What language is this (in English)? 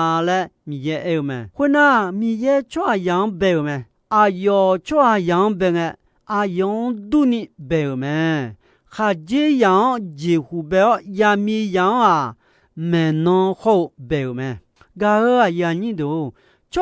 Akha